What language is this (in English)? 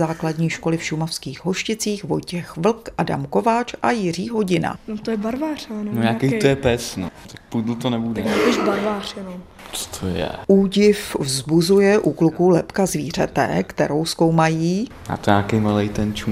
Czech